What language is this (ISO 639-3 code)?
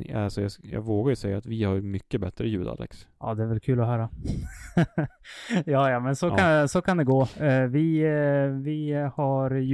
swe